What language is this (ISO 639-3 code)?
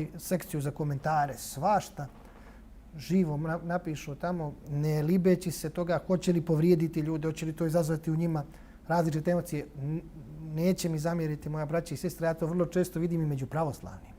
bos